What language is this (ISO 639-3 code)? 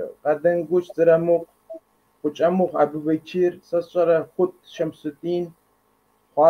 kbd